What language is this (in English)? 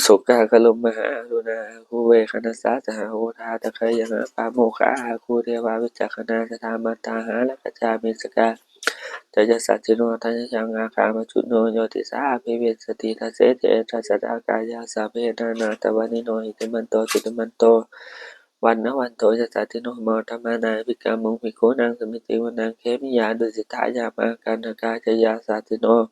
Pali